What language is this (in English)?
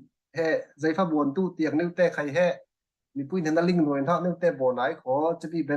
Falam Chin